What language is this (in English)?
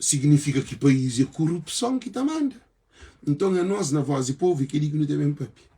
Kabuverdianu